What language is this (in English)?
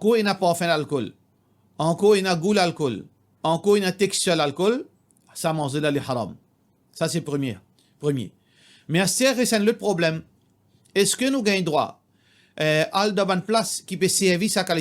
Morisyen